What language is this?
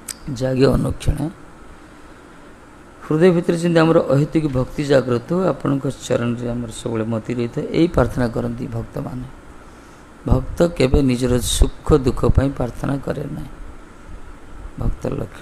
Odia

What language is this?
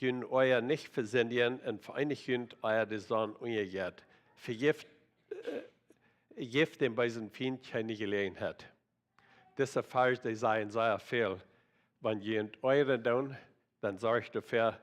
Plautdietsch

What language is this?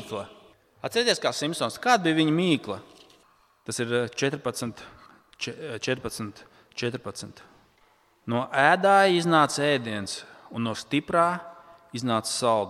Latvian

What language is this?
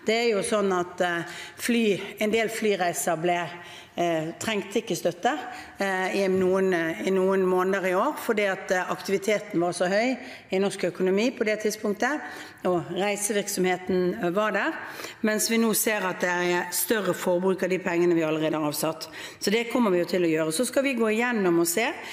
Norwegian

